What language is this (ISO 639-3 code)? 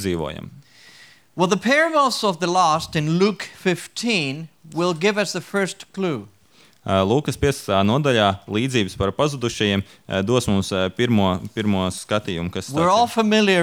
lav